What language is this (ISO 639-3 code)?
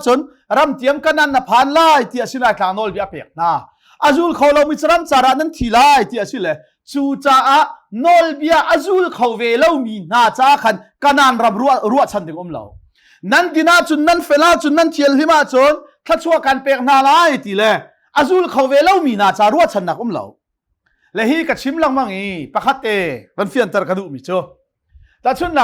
cnh